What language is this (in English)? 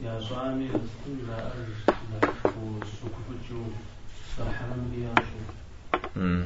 Kabardian